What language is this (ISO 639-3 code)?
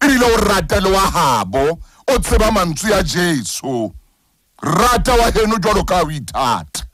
sot